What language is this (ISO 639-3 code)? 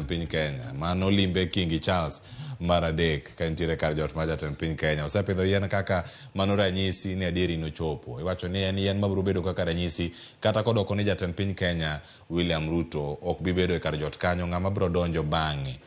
luo